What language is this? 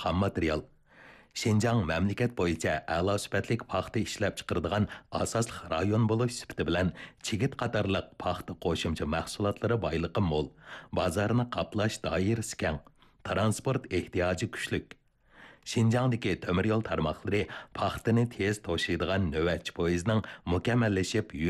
Uyghur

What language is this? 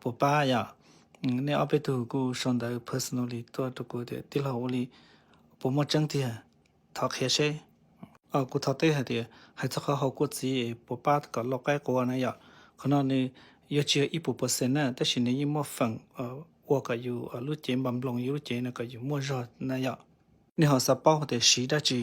Hmong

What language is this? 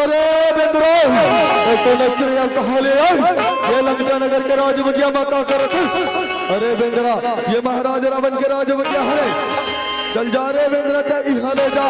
Chhattisgarhi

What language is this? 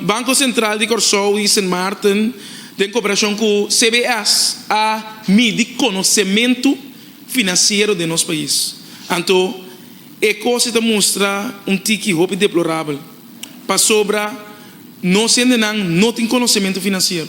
Papiamento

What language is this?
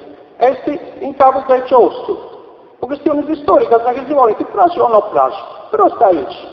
Sardinian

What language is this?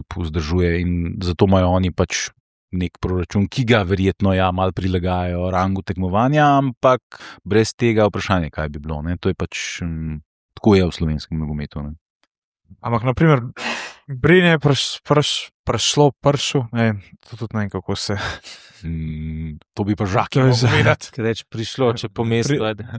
Slovenian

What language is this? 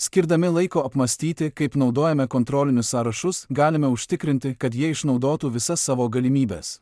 Lithuanian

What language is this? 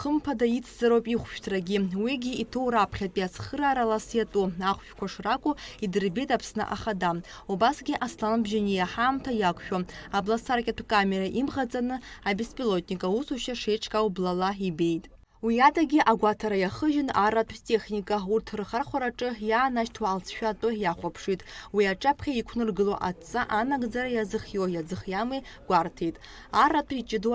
Abkhazian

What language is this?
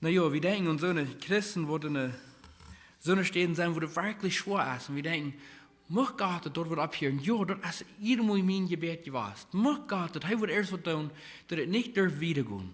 Plautdietsch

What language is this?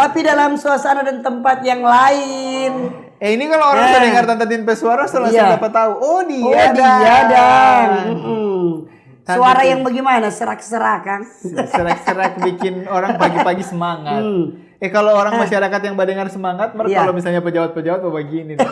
Manado Malay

